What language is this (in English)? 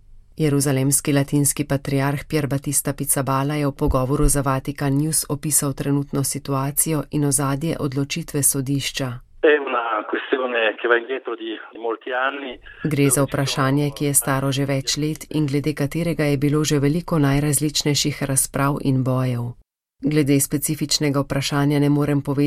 Slovenian